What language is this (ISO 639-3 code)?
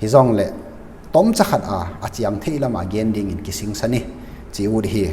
ctd